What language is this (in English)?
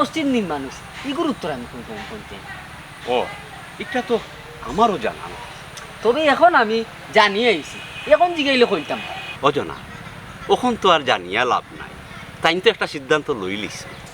Sylheti